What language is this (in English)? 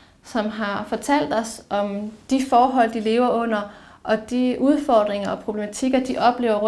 Danish